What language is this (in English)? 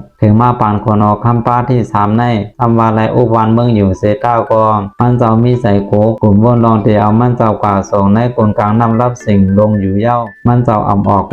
Shan